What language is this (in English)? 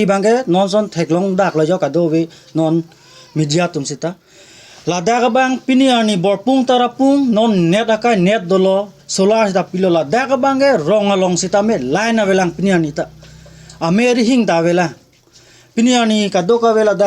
Karbi